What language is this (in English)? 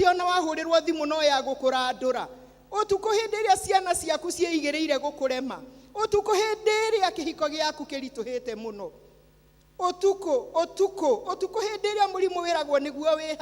Kikuyu